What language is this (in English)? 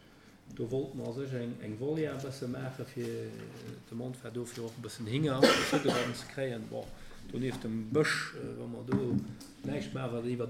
Luxembourgish